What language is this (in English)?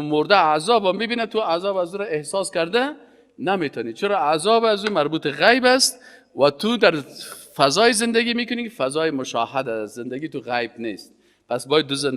Persian